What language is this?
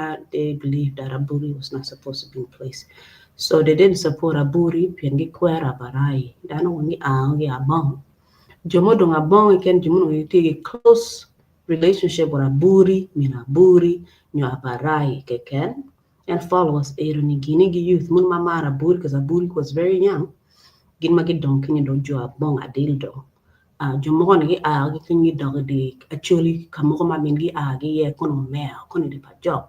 Acoli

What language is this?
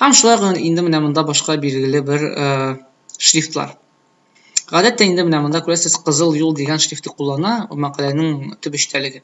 Tatar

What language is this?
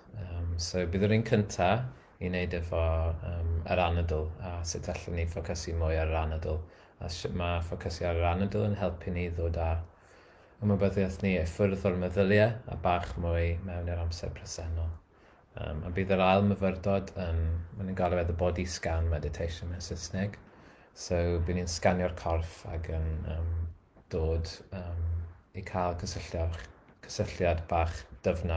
Welsh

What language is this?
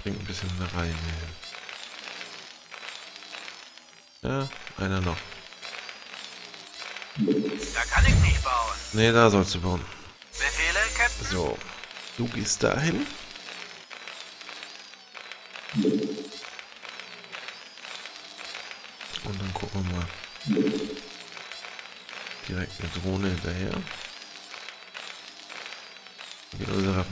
German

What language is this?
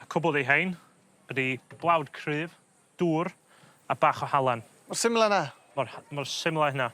Welsh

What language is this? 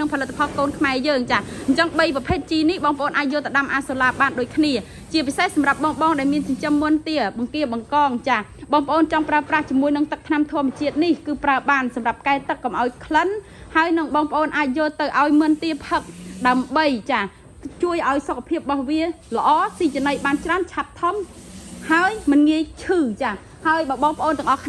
Khmer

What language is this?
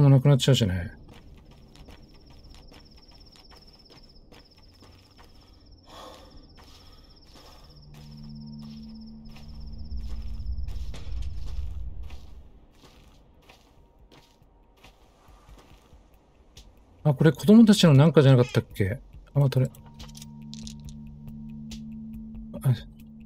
Japanese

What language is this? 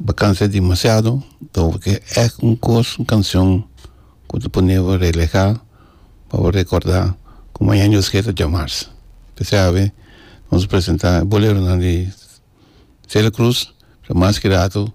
Papiamento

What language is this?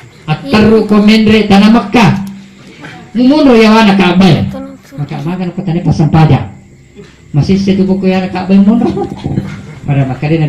Buginese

